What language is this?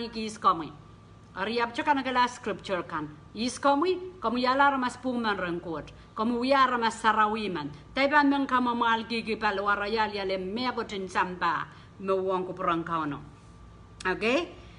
Pohnpeian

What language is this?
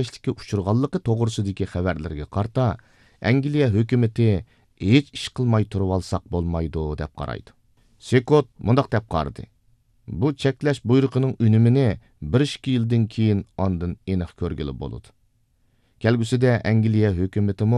Uyghur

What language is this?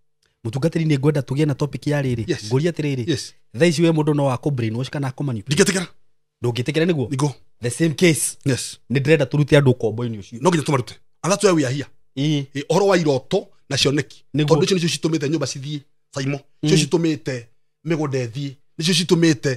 Kikuyu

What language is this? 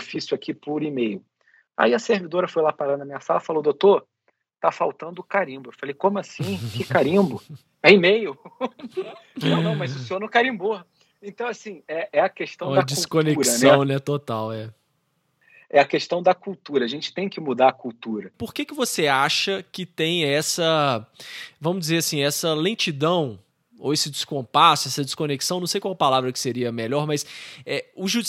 Portuguese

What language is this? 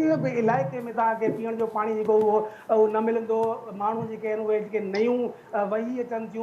Sindhi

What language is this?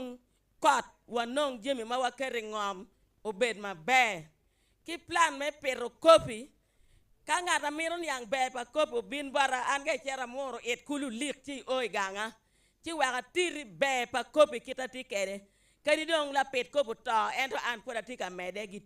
Acoli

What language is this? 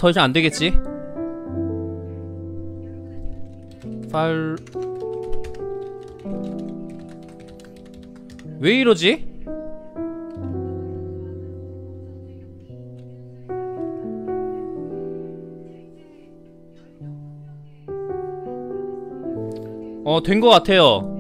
Korean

